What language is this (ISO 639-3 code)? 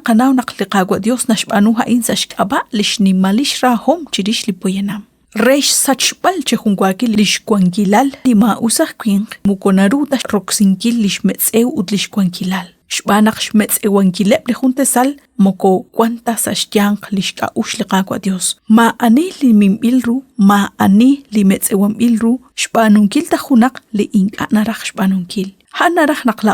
kek